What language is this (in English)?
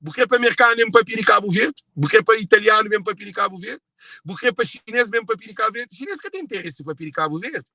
Kabuverdianu